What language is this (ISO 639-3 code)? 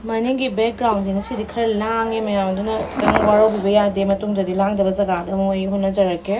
mni